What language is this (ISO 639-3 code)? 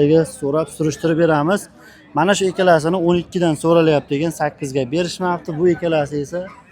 uzb